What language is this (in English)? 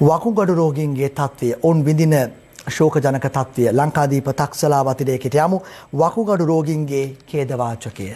Sinhala